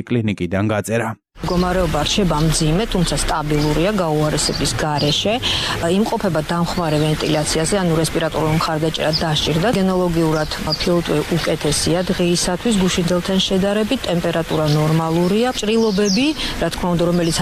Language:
Georgian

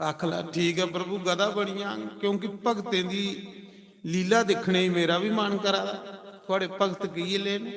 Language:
Dogri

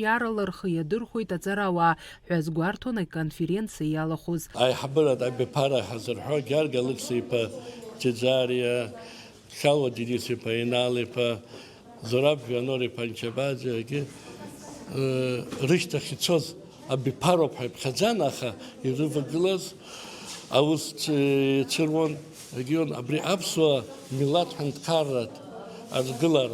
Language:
Abkhazian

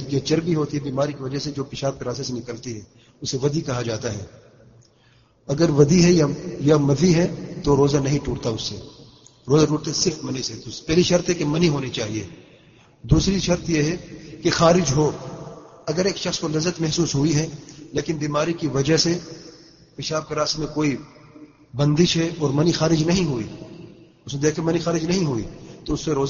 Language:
Urdu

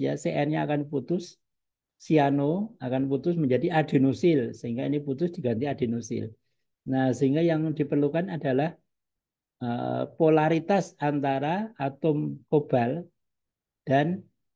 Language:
Indonesian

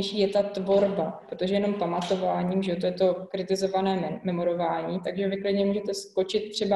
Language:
Czech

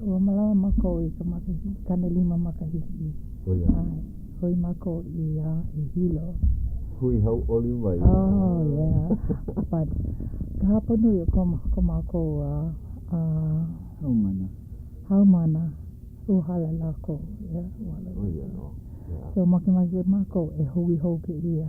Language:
Hawaiian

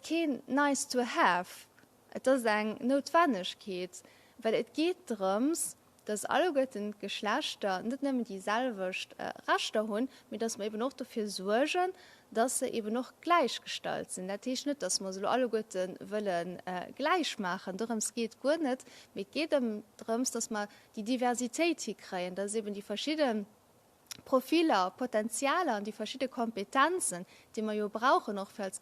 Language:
Luxembourgish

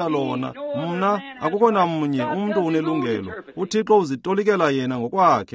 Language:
Xhosa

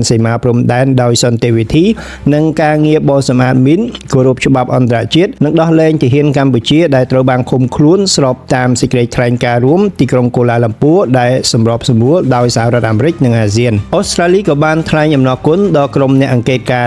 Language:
Khmer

